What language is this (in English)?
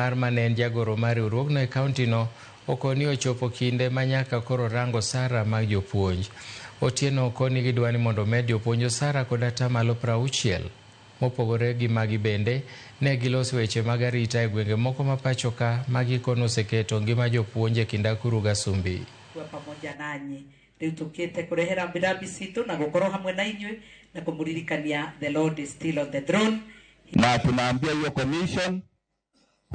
Luo (Kenya and Tanzania)